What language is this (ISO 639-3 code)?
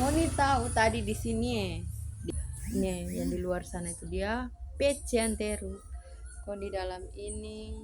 xmm